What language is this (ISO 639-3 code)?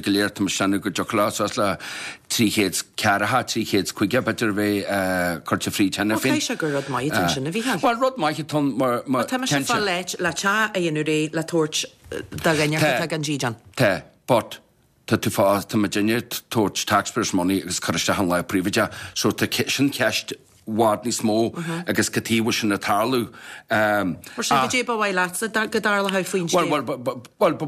gle